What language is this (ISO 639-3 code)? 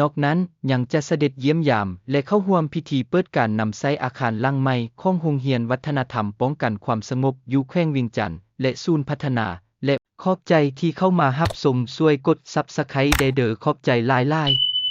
lao